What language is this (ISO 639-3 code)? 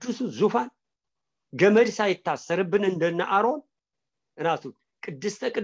amh